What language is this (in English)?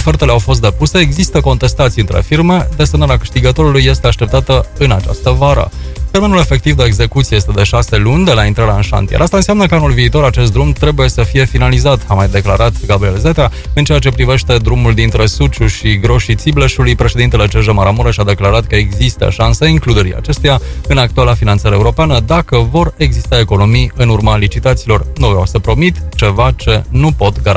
Romanian